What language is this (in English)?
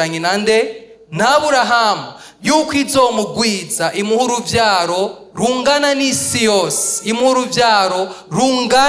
Rundi